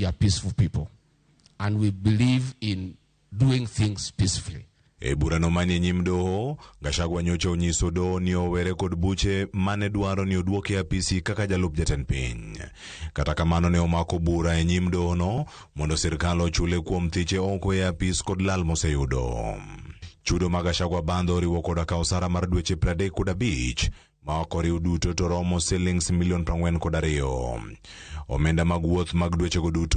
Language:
Luo (Kenya and Tanzania)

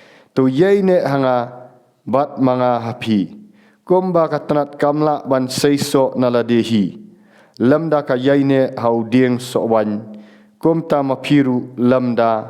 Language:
Khasi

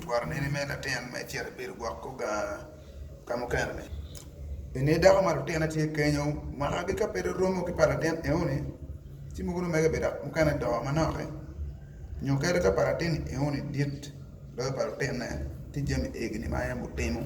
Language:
Acoli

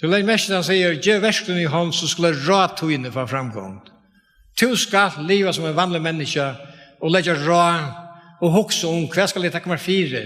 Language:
Faroese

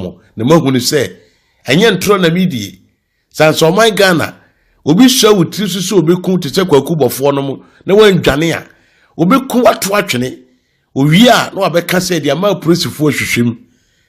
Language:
Akan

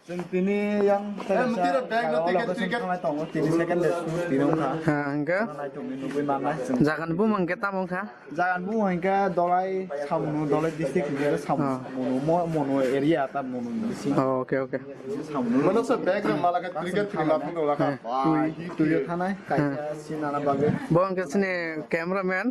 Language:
Kok Borok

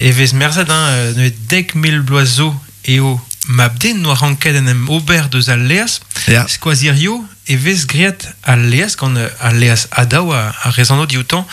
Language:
Breton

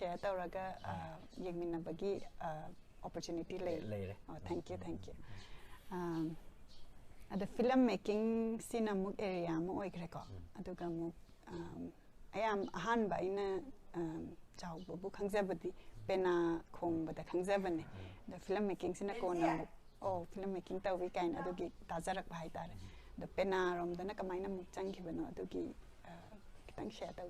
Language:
Manipuri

